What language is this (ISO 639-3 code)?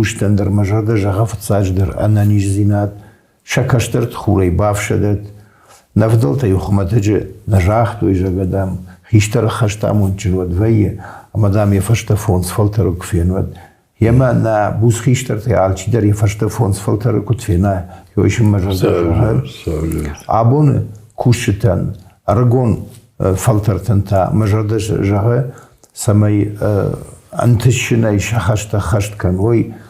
oss